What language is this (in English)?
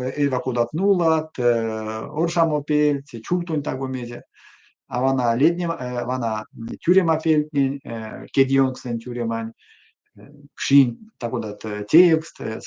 Erzya